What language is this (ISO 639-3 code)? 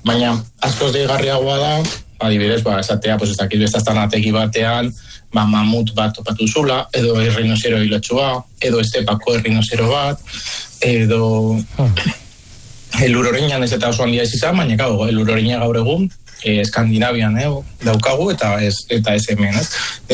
eus